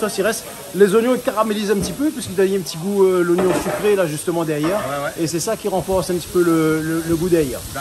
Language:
Réunion Creole French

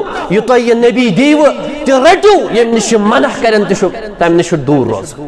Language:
Kashmiri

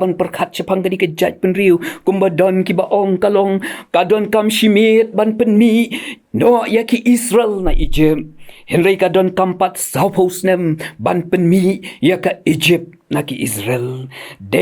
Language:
Khasi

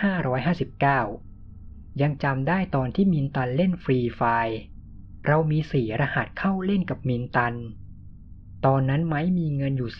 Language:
Thai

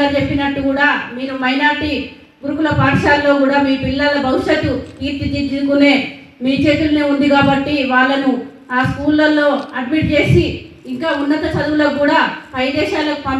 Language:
Telugu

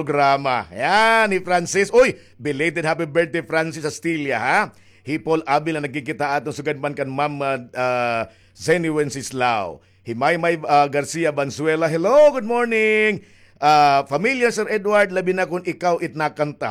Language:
Waray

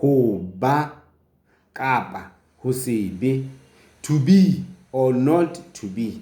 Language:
Southern Sotho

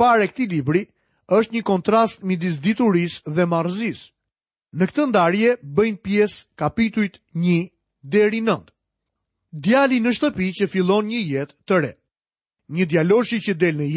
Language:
Albanian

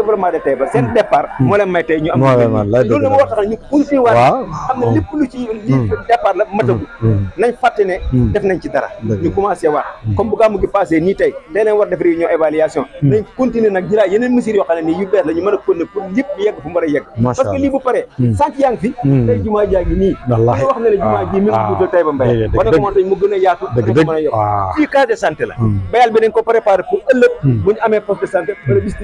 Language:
Wolof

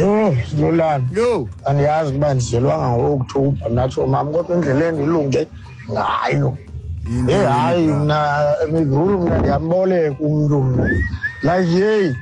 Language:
Xhosa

